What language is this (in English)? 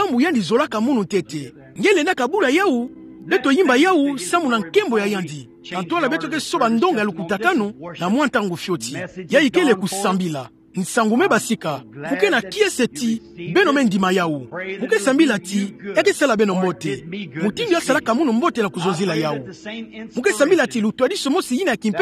Kituba (Democratic Republic of Congo)